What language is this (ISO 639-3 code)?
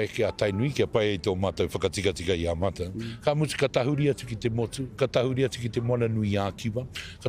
mri